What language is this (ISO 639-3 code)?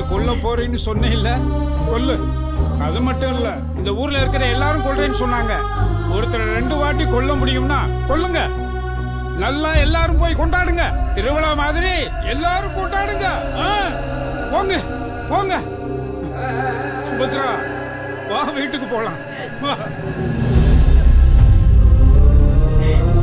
tam